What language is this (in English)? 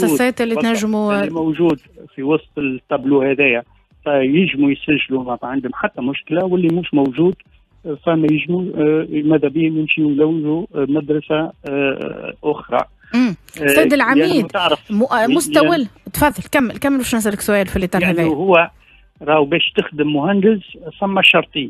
Tunisian Arabic